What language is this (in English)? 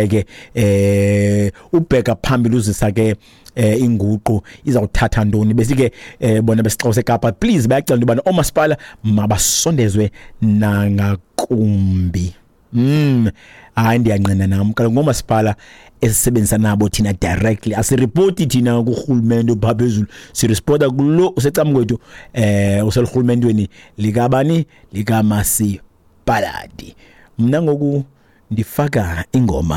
Xhosa